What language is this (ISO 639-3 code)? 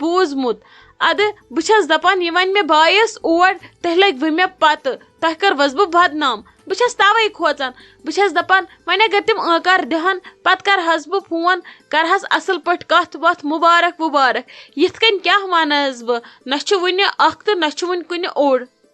kas